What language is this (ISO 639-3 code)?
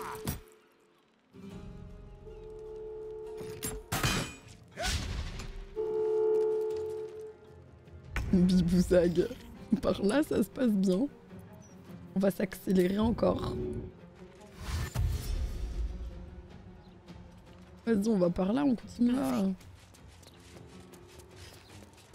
fra